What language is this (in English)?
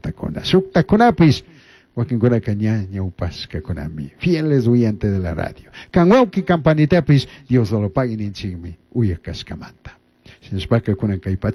Chimborazo Highland Quichua